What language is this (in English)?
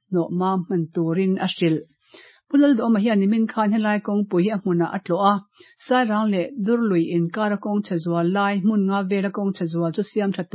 Mizo